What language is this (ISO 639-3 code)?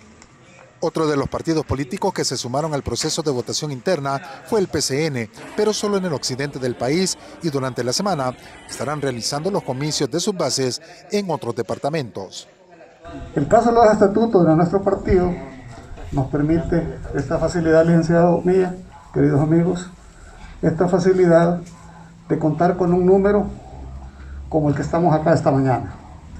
spa